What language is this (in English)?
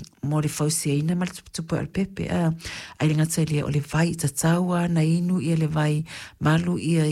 Samoan